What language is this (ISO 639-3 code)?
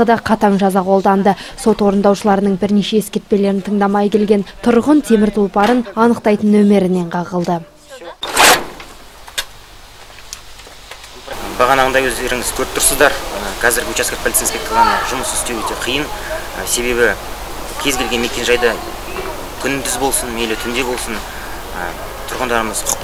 kaz